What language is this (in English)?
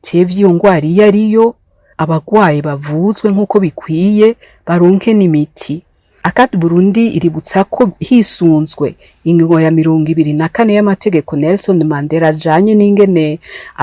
Rundi